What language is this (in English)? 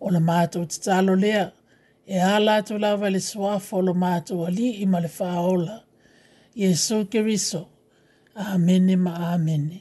Samoan